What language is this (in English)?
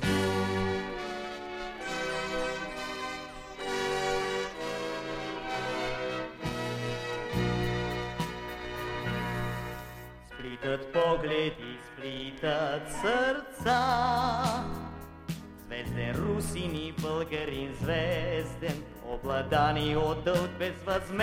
Bulgarian